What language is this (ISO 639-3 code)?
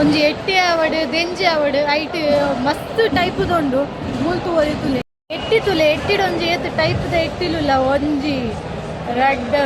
tcy